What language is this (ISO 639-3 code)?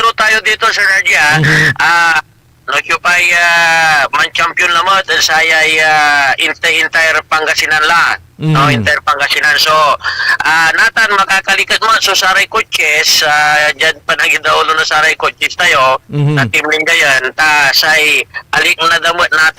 pag